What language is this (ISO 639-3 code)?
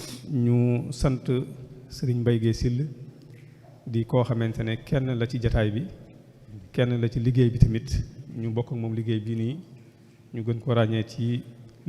wol